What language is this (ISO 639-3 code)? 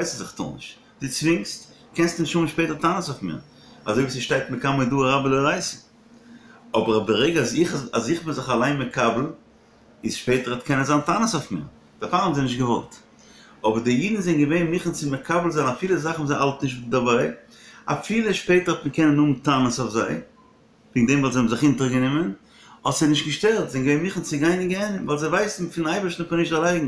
yid